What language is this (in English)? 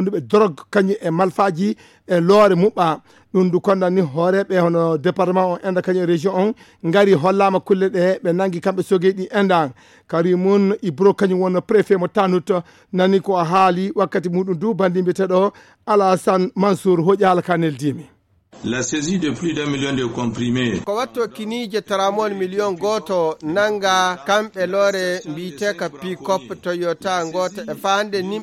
Fula